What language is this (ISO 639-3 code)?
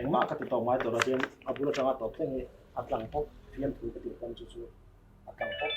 lus